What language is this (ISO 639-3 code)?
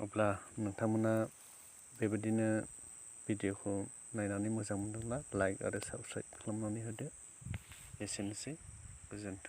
brx